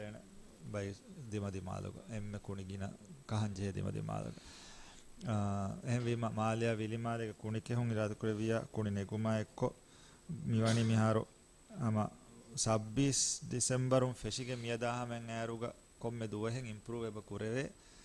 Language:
Divehi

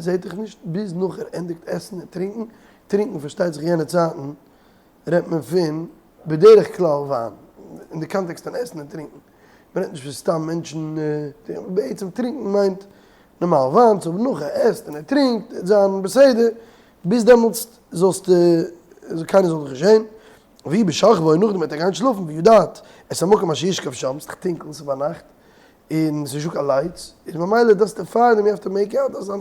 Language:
Yiddish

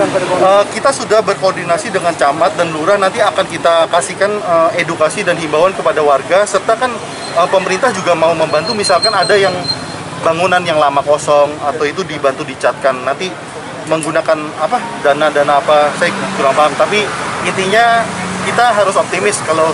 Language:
Indonesian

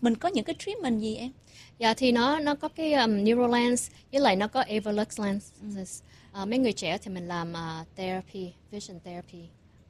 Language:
Vietnamese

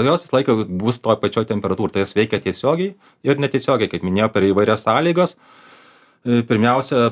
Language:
Lithuanian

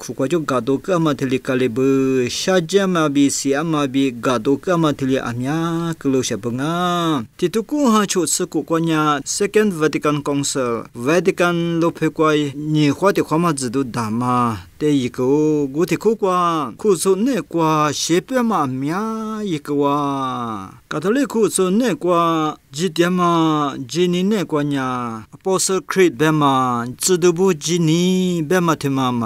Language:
Lisu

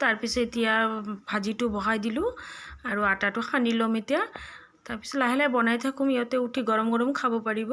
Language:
Assamese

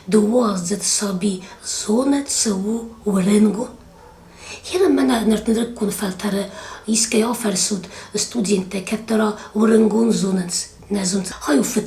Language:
Ossetic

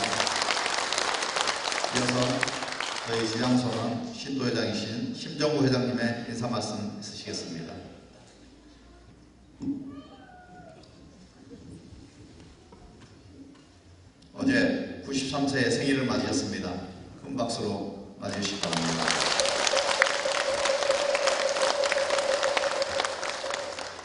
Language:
Korean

